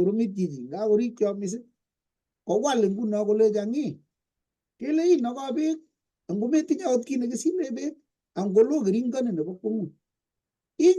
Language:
Kalenjin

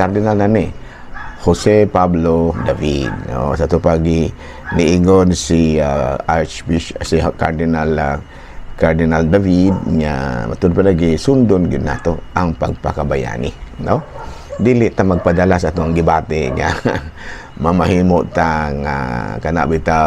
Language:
Cebuano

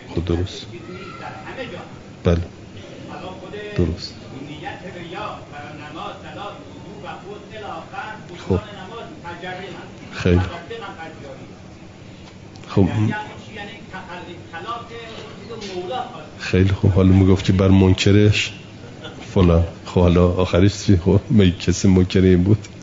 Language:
Persian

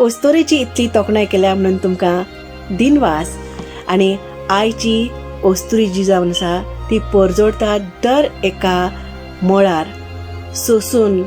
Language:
Konkani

